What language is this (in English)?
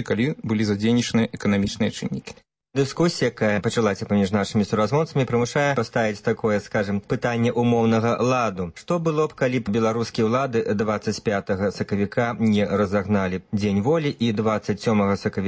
Belarusian